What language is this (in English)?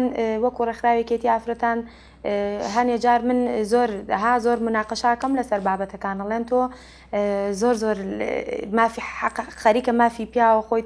Central Kurdish